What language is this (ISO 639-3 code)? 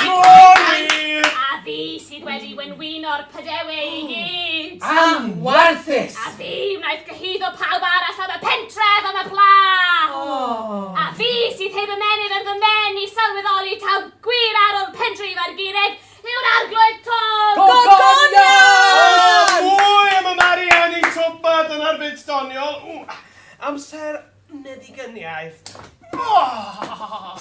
cym